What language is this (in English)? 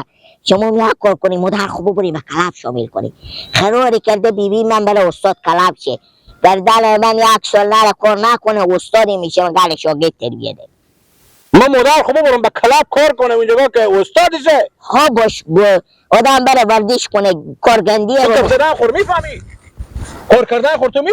Persian